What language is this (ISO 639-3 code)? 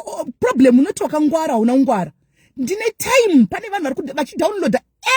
sna